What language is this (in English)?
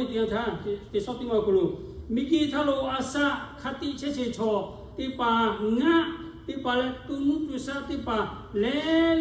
Lahu